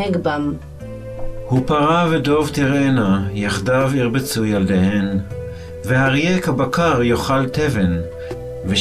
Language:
Hebrew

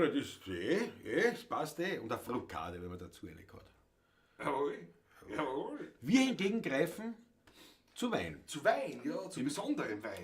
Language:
Bavarian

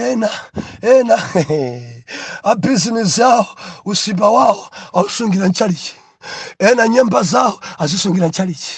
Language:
Nyanja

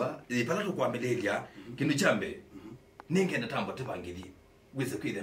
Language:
Kamba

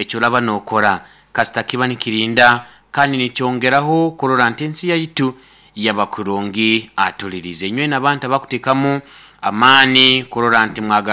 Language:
Nyoro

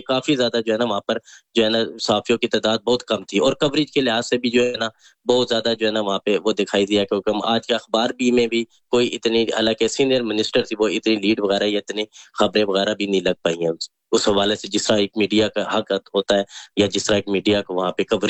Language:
Urdu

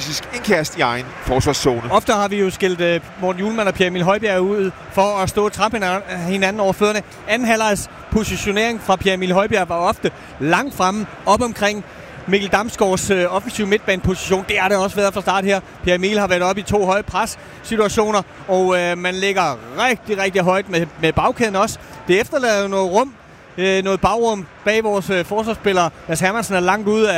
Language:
Danish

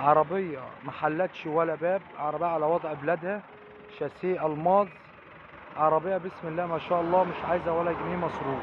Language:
Egyptian Arabic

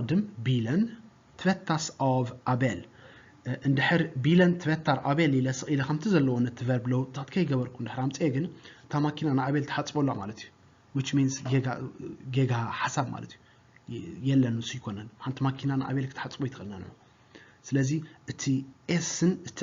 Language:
Tigrinya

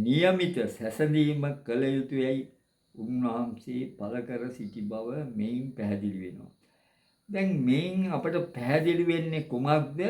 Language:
Sinhala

